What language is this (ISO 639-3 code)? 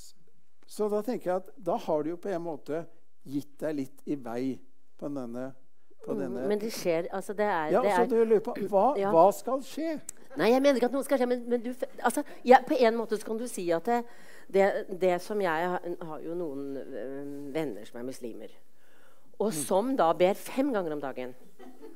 nor